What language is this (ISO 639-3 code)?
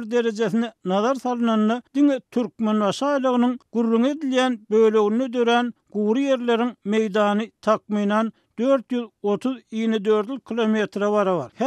tuk